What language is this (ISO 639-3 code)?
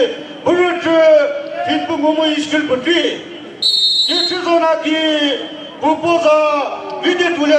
nri